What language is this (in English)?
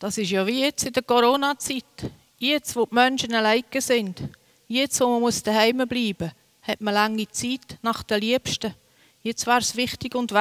Swiss German